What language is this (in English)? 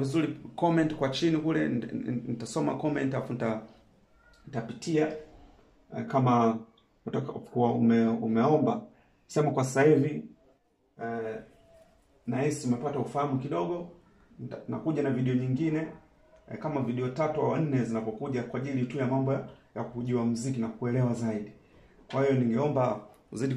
Swahili